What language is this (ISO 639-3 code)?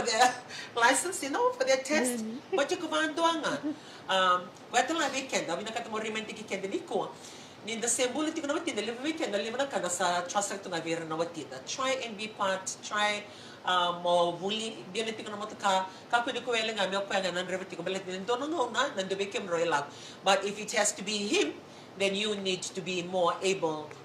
fij